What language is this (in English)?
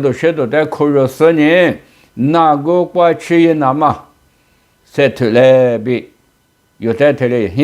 Lisu